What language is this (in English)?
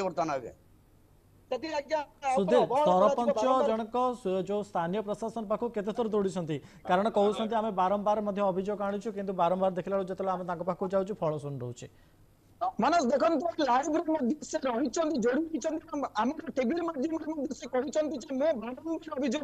Odia